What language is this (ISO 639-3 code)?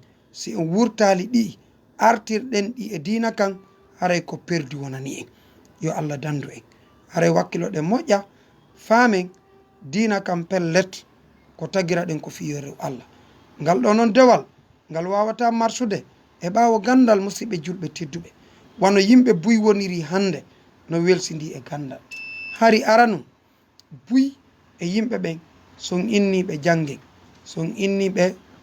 ful